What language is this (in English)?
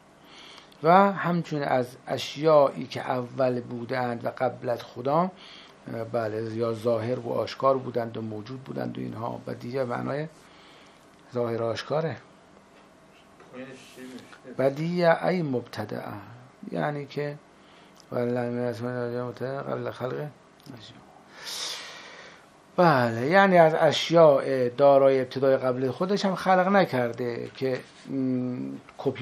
Persian